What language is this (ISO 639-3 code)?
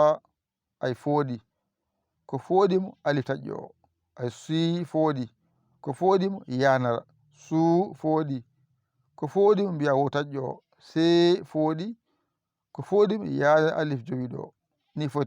ful